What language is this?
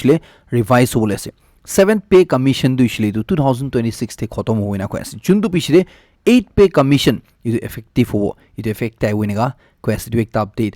Naga Pidgin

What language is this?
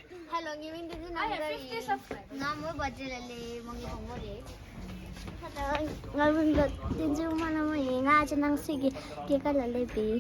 Tibetan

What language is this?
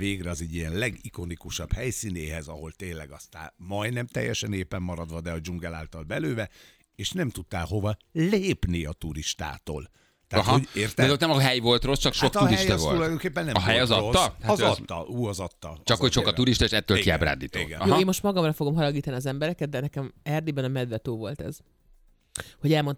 Hungarian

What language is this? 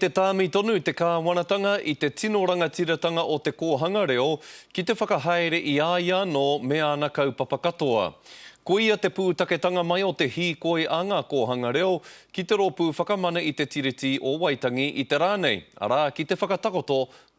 Māori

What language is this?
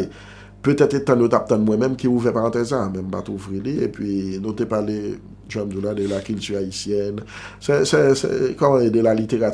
Haitian Creole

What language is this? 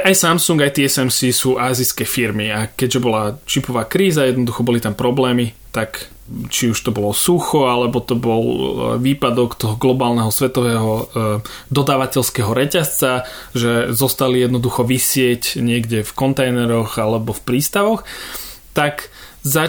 Slovak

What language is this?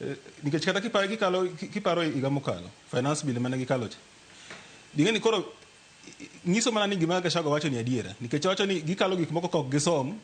Luo (Kenya and Tanzania)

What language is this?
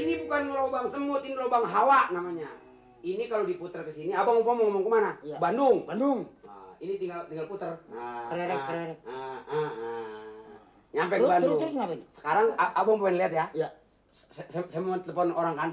Betawi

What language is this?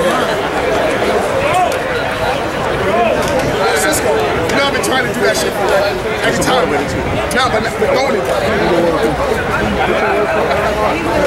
English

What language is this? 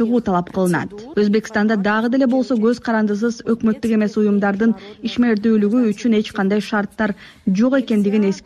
Kyrgyz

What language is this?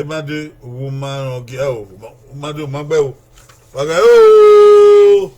Bini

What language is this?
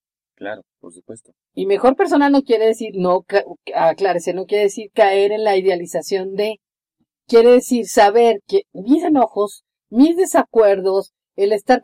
Spanish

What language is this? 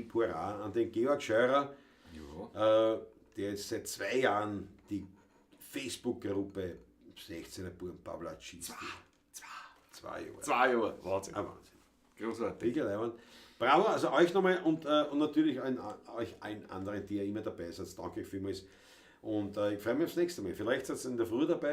Bavarian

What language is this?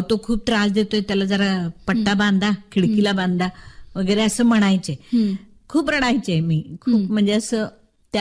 Marathi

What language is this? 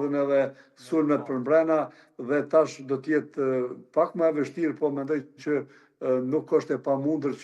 Albanian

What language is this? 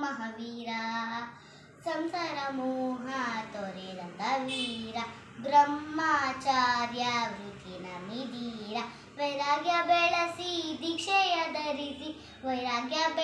Kannada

